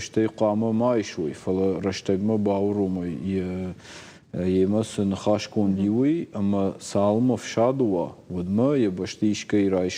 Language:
Ossetic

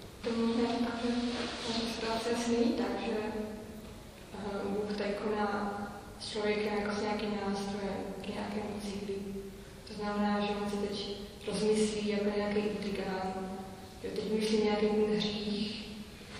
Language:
Czech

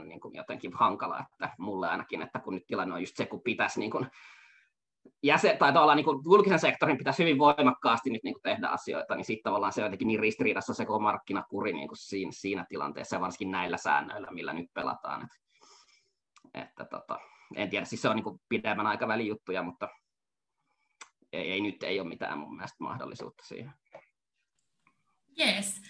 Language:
Finnish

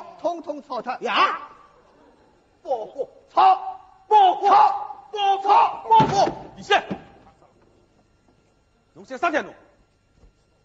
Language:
Wu Chinese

